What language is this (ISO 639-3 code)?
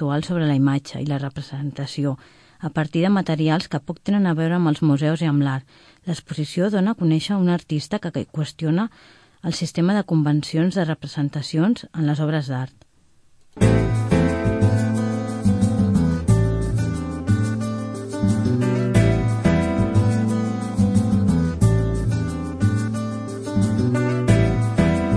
cat